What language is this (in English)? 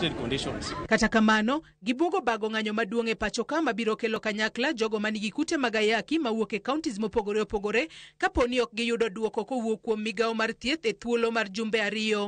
Luo (Kenya and Tanzania)